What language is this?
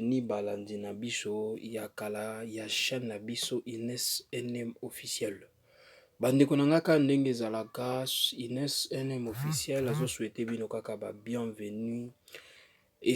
Lingala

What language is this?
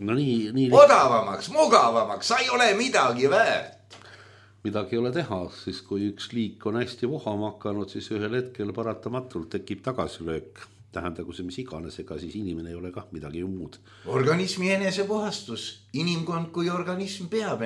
Estonian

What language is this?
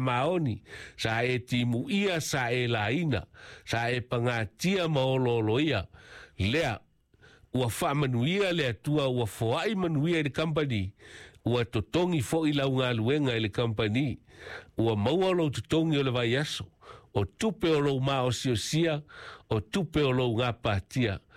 Samoan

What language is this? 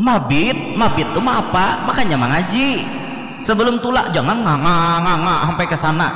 Banjar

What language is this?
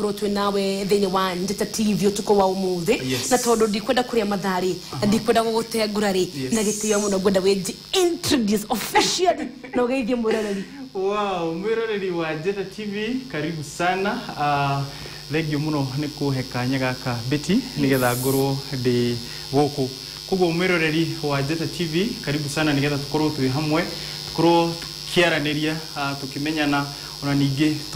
Kikuyu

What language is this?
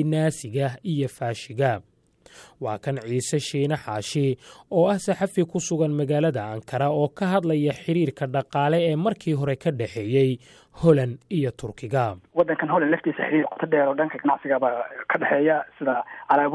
Somali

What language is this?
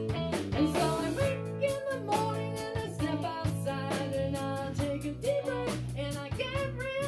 English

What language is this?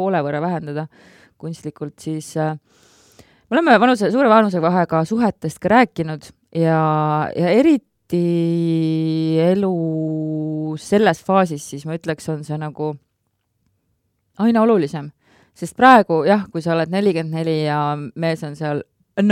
Estonian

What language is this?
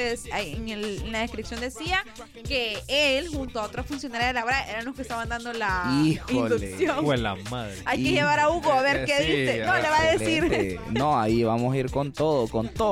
Spanish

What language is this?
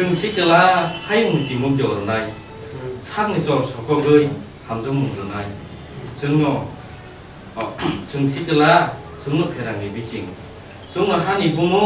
Kok Borok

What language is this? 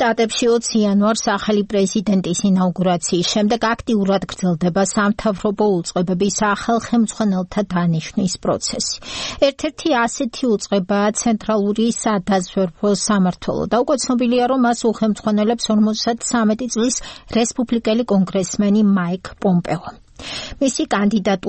Georgian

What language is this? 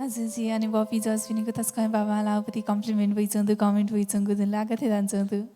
Newari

